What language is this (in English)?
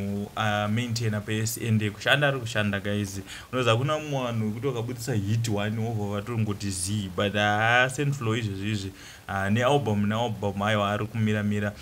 Shona